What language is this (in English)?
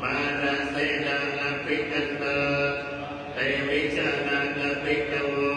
Pali